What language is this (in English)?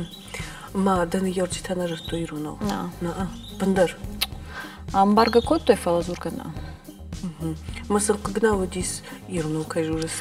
Ossetic